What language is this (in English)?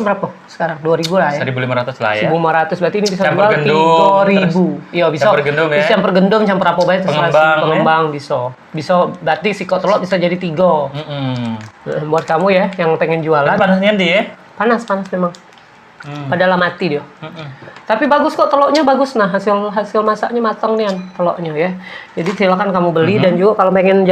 Musi